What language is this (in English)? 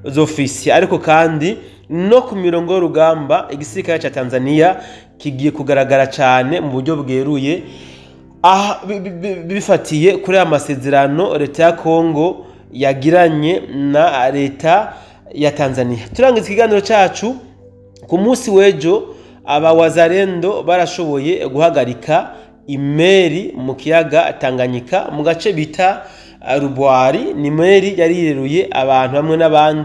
Rundi